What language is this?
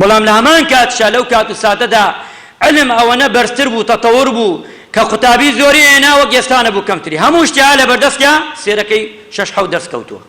Central Kurdish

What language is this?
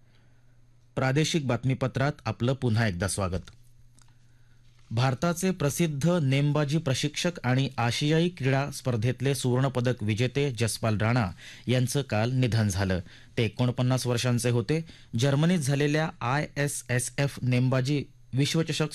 Marathi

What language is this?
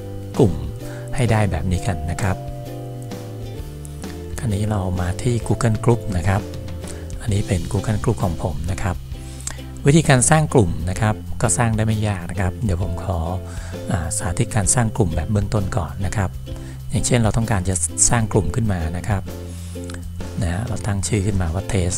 Thai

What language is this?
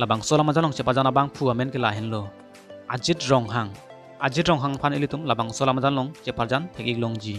Karbi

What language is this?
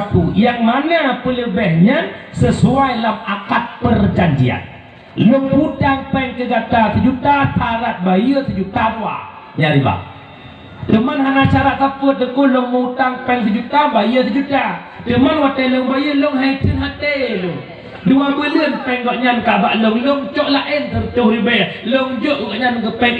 Achinese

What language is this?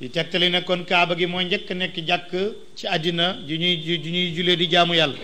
Wolof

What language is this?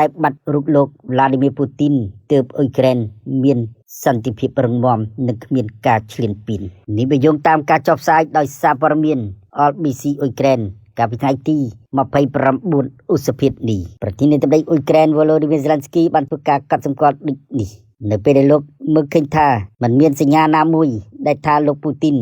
Khmer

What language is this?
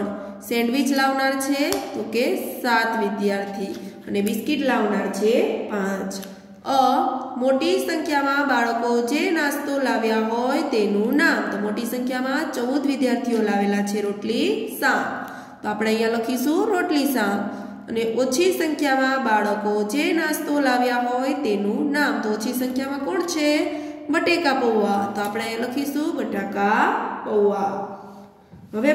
Gujarati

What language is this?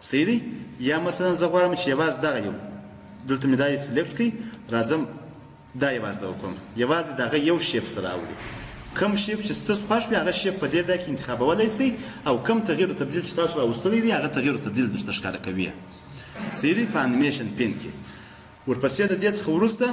Pashto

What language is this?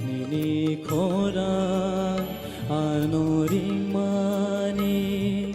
Kok Borok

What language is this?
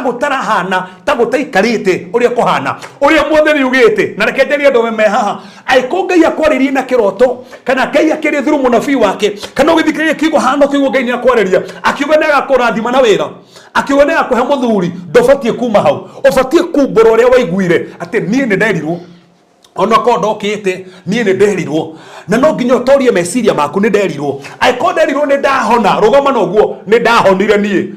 Kikuyu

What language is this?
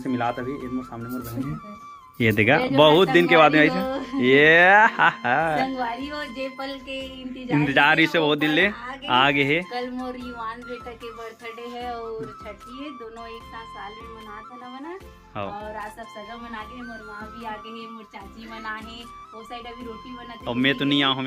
Chhattisgarhi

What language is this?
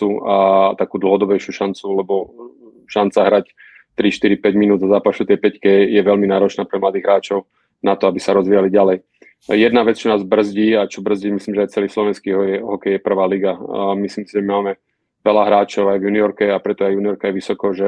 Slovak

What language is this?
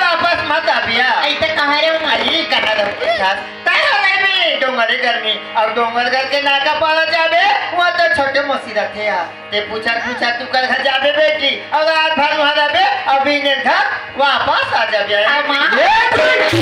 Chhattisgarhi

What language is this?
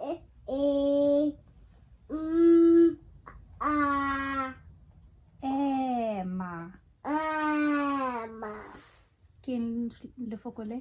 Tswana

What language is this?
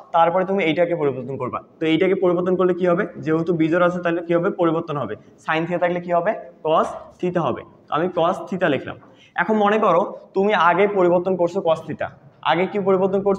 Bangla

